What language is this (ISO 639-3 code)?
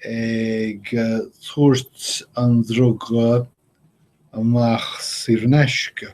gle